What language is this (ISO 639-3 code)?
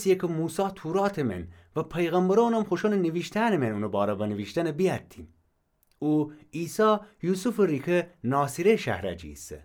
glk